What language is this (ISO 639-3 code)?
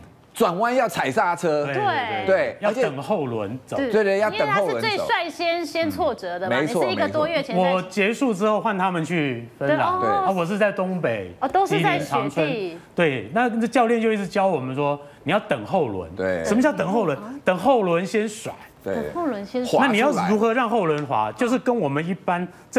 zho